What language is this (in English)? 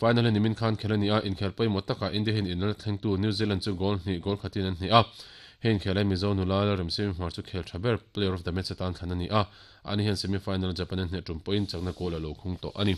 Mizo